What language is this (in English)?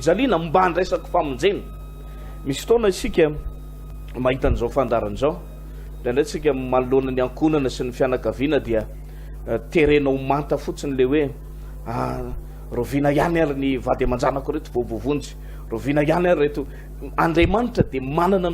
Malagasy